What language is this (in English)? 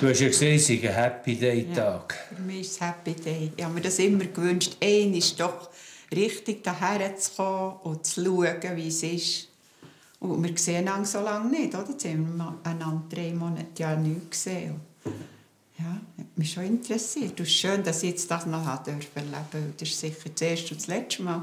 Swiss German